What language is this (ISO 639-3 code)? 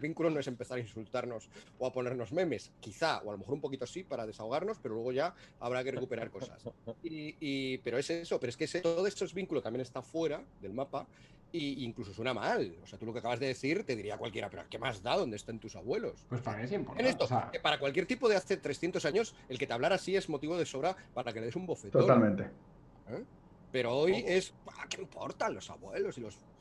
spa